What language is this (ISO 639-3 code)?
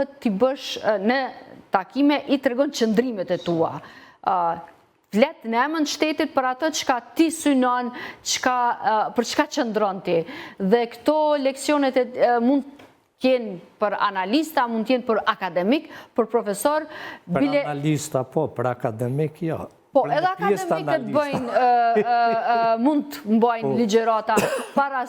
sqi